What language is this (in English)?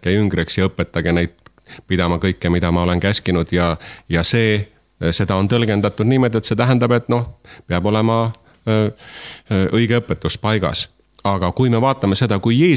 Estonian